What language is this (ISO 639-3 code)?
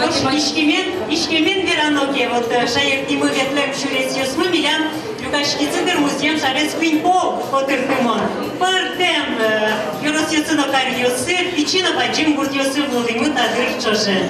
udm